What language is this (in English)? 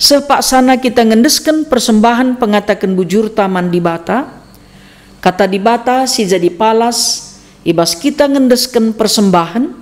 Batak Karo